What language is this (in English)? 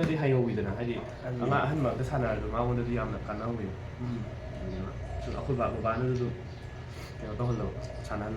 Manipuri